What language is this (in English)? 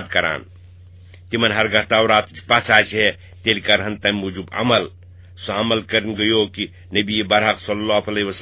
Kashmiri